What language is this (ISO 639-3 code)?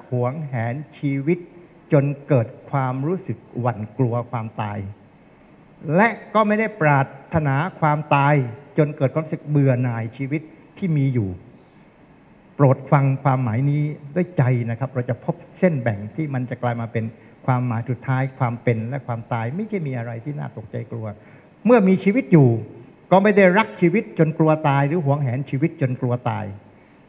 tha